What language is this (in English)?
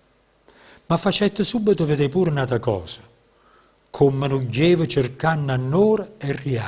Neapolitan